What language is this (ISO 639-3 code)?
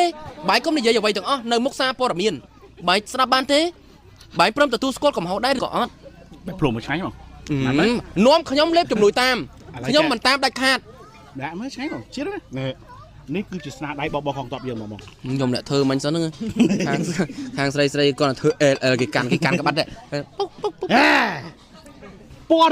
khm